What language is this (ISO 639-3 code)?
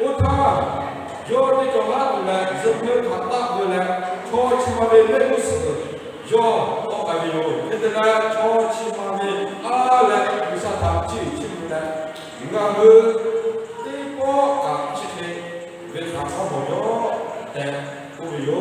lhu